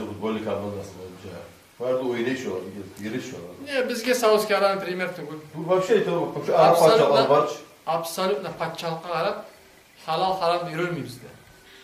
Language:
Kumyk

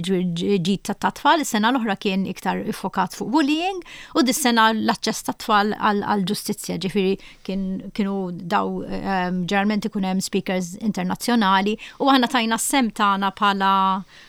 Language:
Maltese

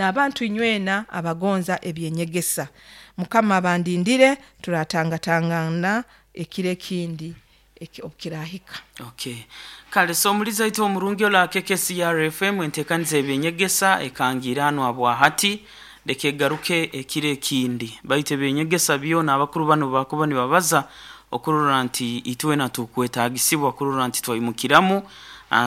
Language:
Nyoro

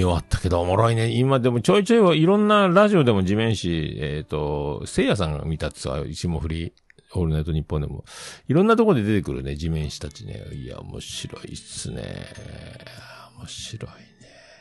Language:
Japanese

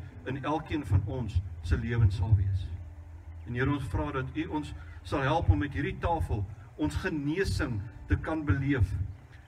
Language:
Afrikaans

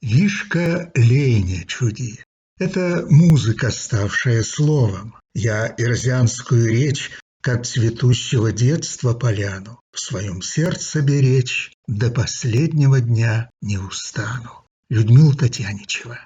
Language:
Erzya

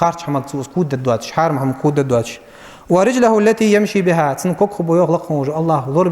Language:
Ingush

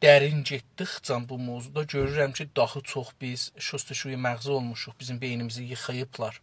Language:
South Azerbaijani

